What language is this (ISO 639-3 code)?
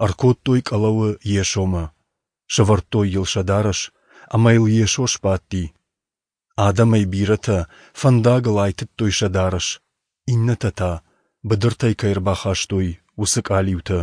oss